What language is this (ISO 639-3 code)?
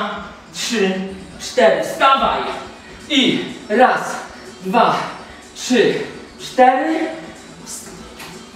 pol